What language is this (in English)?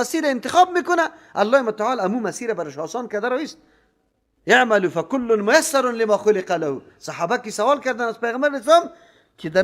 Persian